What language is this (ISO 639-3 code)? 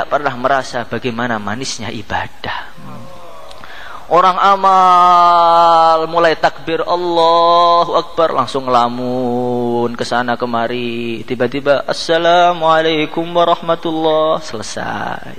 ind